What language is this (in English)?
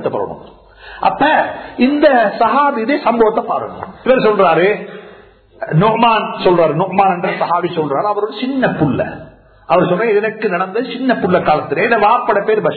Tamil